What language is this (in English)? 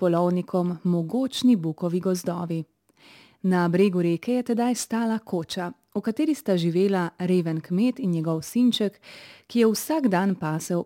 Slovenian